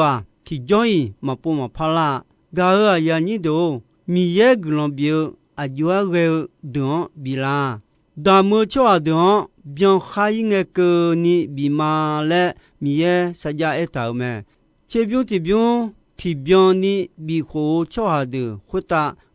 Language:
Akha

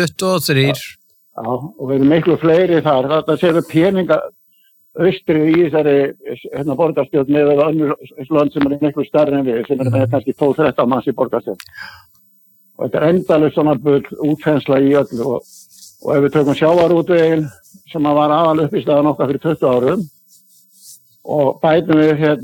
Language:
Icelandic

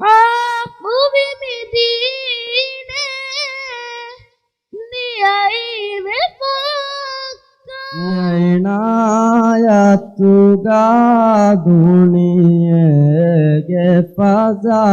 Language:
Divehi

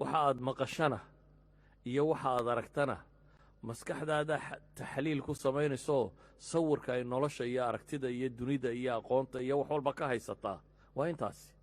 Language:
Somali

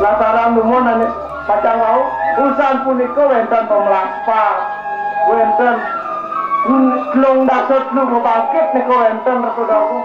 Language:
Balinese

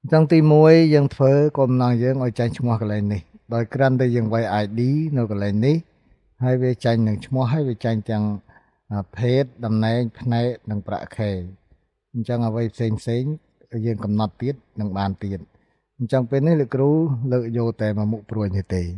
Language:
Khmer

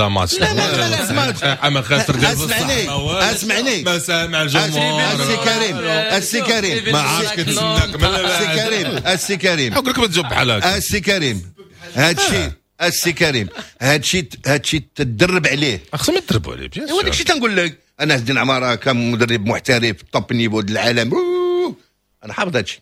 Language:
Moroccan Arabic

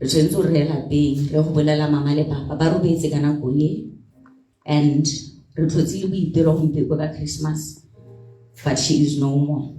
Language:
Tswana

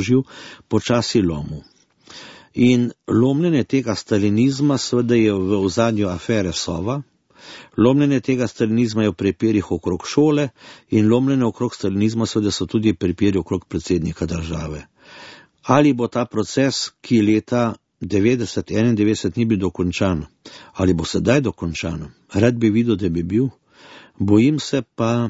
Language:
Slovenian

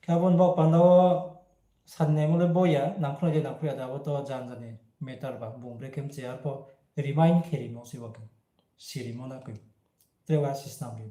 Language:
Riang (India)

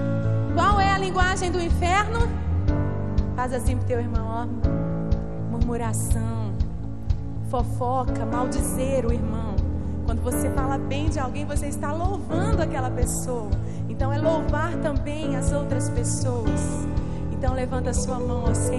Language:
Portuguese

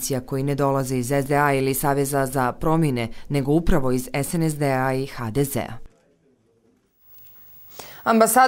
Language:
Bosnian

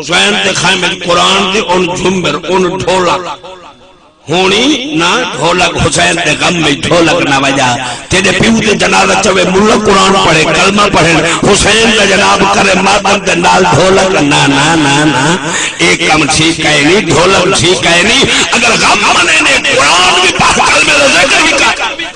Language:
Saraiki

